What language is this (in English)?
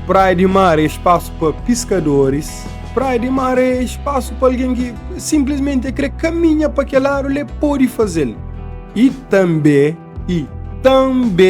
Kabuverdianu